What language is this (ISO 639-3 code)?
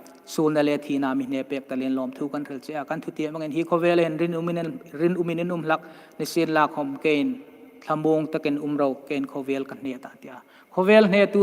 hmr